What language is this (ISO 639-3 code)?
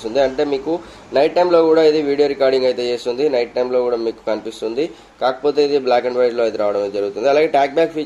tel